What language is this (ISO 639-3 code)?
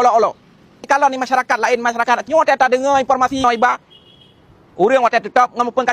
ace